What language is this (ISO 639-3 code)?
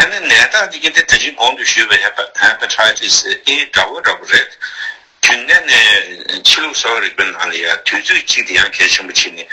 bod